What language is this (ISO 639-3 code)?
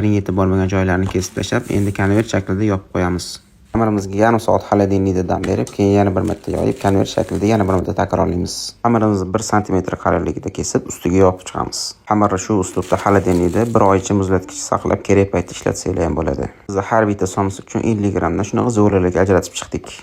uzb